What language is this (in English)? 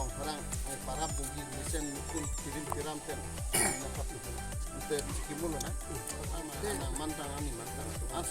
Karbi